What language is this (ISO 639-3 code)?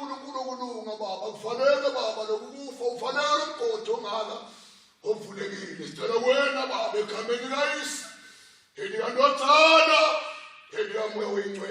zul